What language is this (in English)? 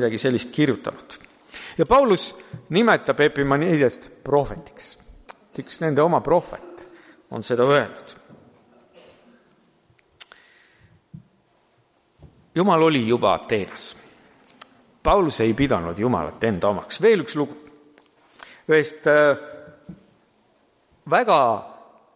Estonian